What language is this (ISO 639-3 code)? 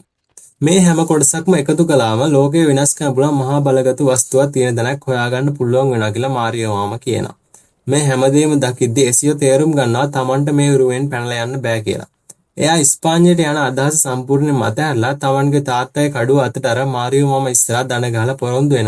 sin